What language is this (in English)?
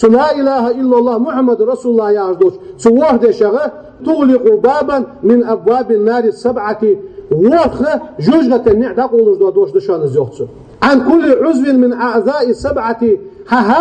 Ingush